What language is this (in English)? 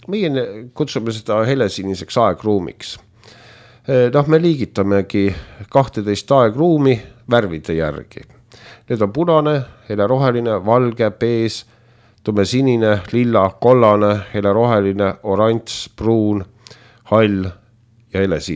Estonian